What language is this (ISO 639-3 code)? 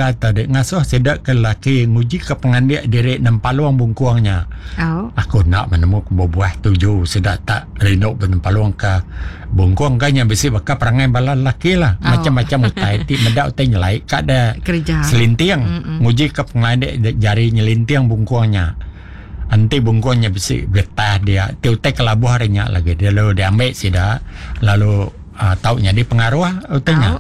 iba